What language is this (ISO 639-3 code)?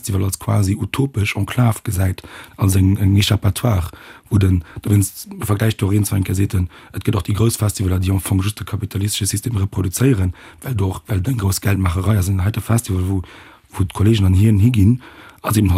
ltz